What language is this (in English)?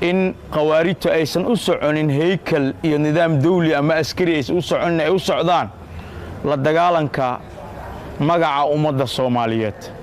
Somali